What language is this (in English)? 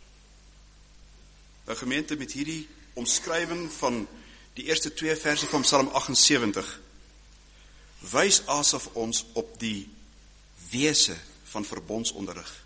Afrikaans